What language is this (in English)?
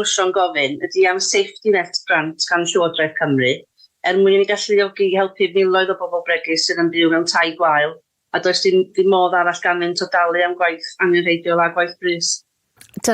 Welsh